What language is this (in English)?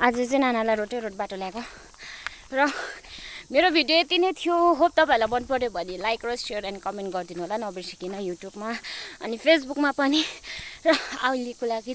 Nepali